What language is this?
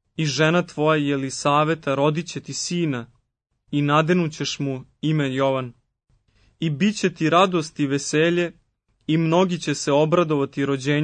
Serbian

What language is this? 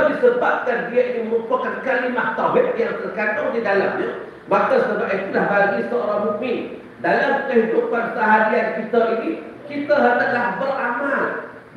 Malay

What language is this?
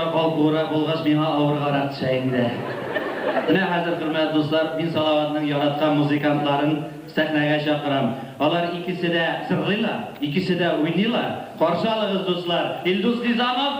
Tatar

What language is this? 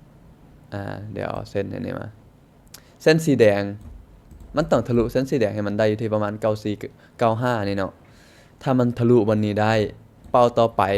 Lao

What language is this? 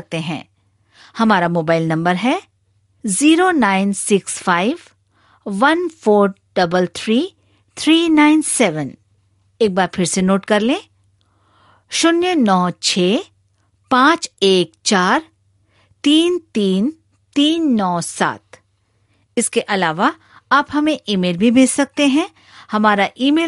Hindi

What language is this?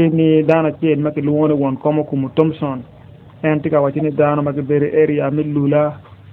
Acoli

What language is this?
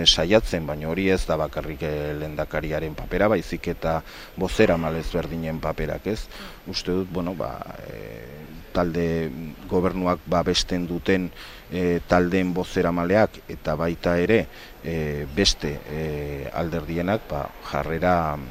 Basque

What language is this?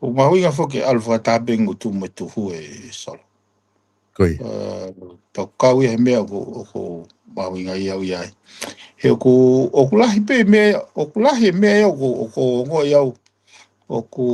Tongan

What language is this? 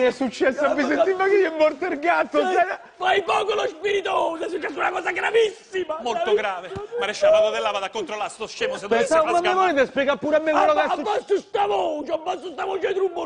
Italian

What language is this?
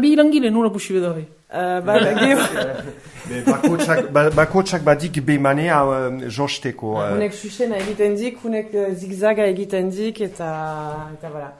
Basque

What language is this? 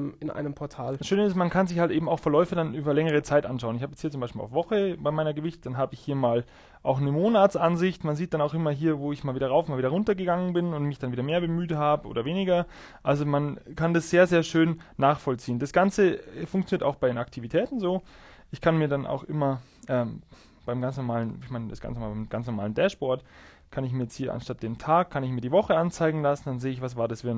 German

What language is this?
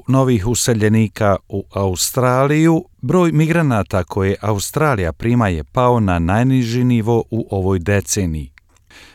Croatian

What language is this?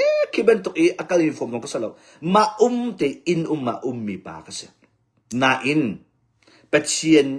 Hakha Chin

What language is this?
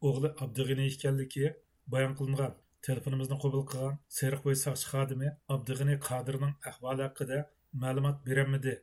Uyghur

